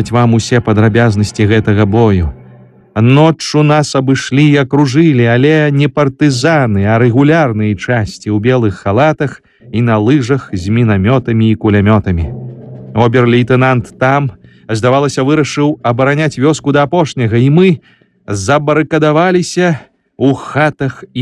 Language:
Belarusian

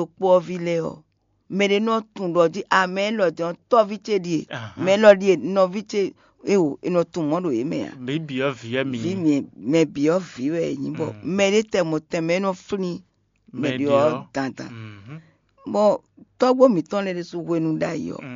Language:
Fon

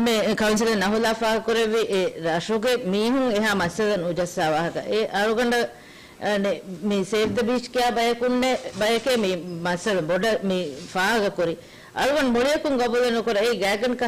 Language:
Divehi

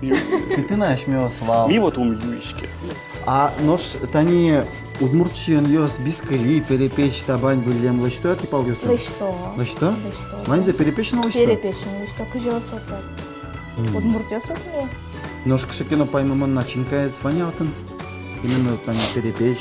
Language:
Udmurt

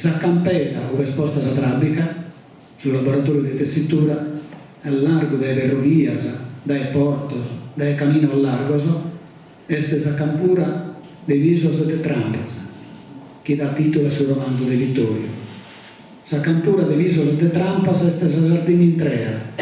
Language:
Sardinian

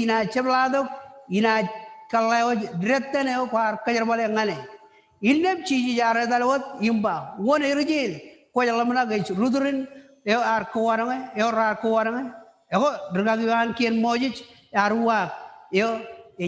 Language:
Marshallese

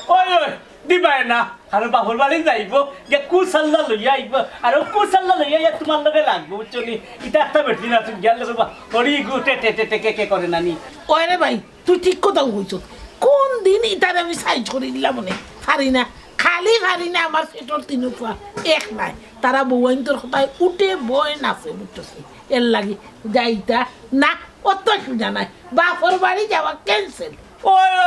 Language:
Sylheti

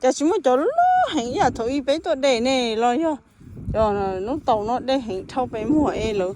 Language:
Hmong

